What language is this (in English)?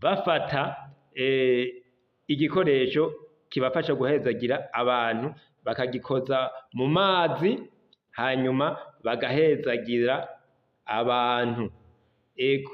Rundi